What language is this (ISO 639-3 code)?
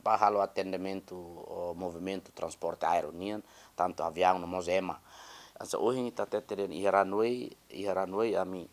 tet